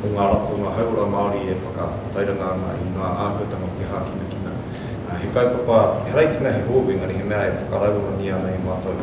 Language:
Māori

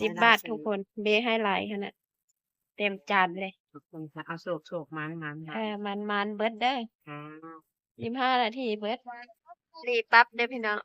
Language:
Northeastern Thai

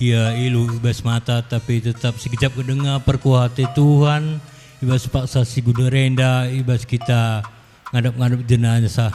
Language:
Batak Karo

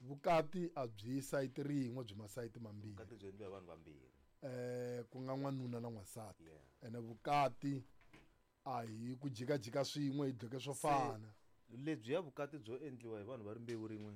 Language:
Tsonga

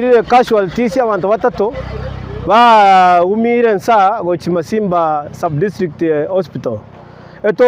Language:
Gusii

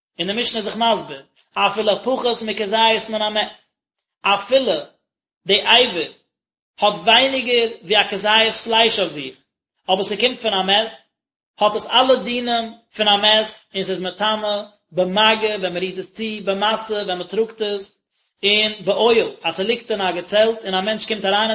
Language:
Yiddish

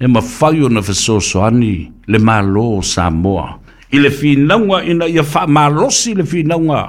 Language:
Samoan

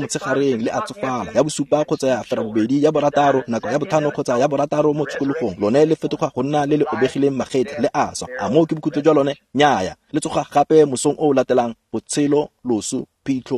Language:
Tswana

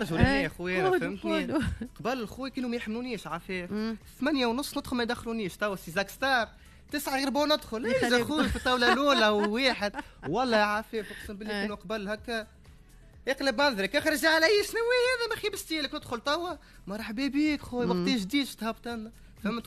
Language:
Tunisian Arabic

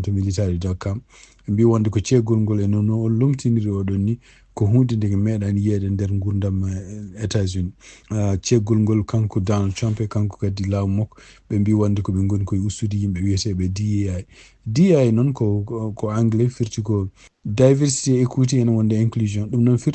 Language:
Fula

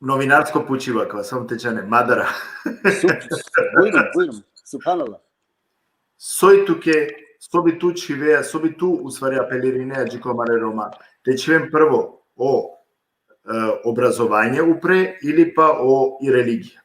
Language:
Balkan Romani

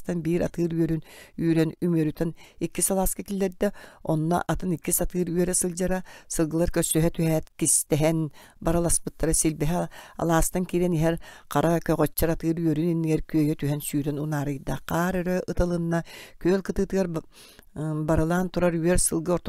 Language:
Yakut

